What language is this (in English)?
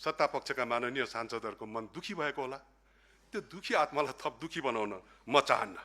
Nepali